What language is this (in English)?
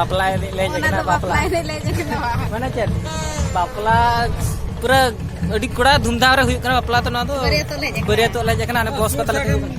Santali